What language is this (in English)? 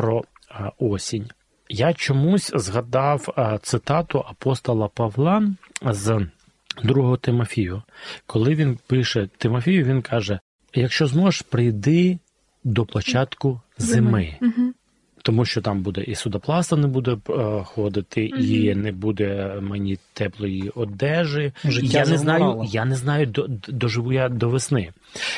Ukrainian